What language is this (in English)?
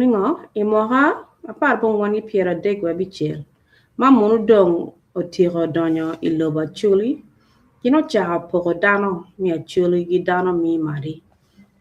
Acoli